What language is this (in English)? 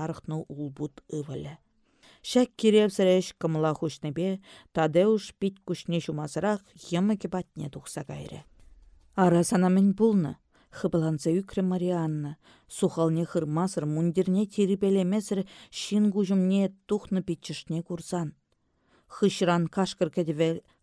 Chuvash